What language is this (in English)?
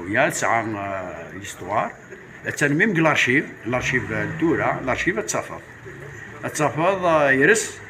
Kabyle